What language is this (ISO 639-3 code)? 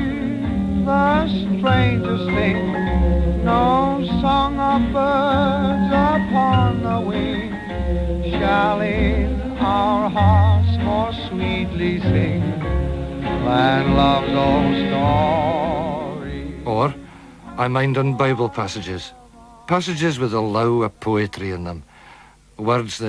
sco